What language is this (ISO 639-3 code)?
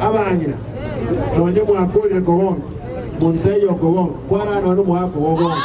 guz